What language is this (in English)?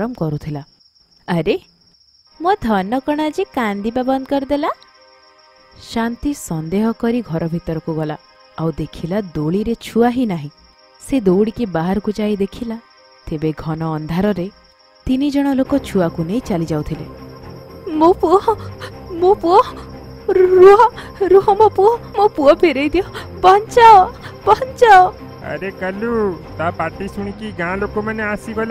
Odia